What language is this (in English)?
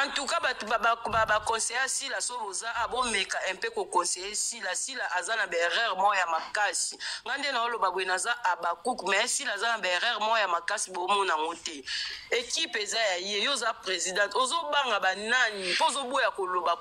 Lingala